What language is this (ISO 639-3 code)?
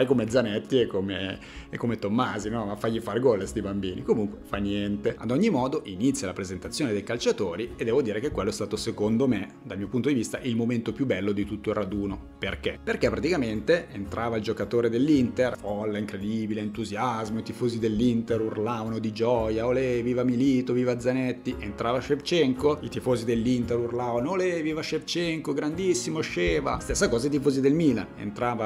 ita